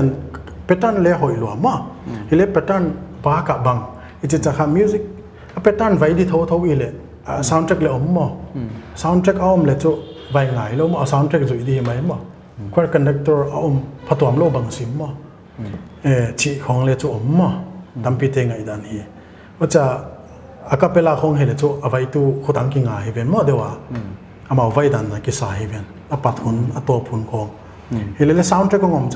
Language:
Paite Chin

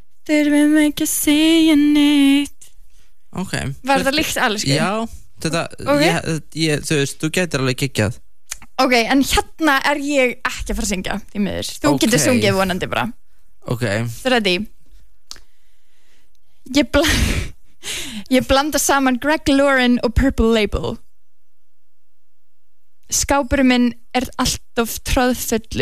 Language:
Icelandic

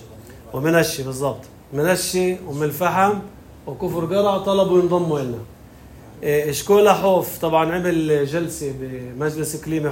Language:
North Levantine Arabic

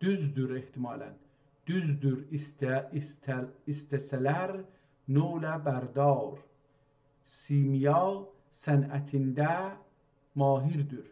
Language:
South Azerbaijani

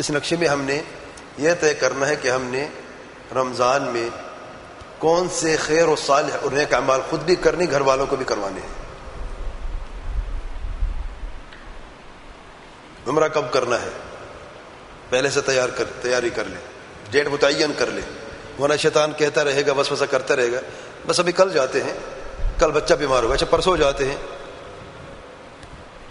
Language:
Urdu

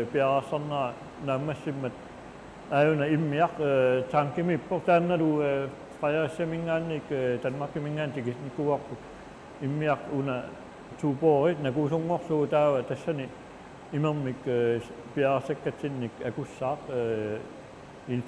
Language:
Kalaallisut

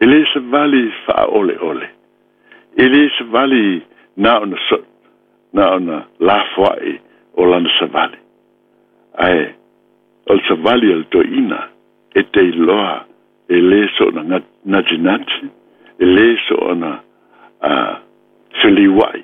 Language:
Samoan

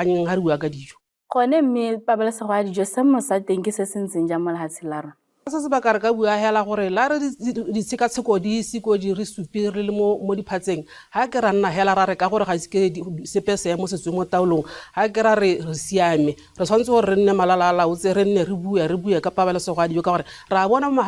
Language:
Tswana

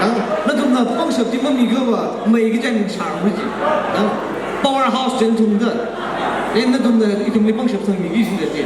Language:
Tangkhul Naga (India)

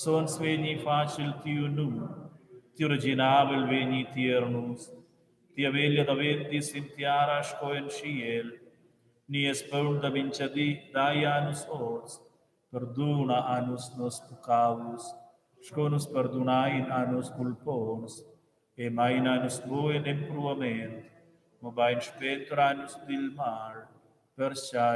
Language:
Romansh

